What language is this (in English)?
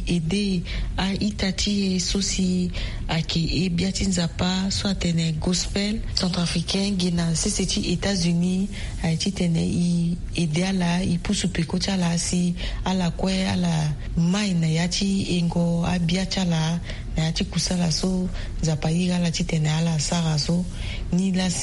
Sango